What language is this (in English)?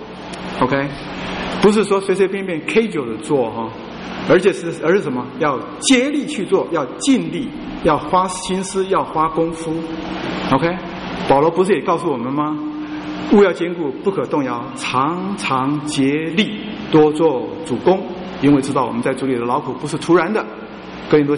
Chinese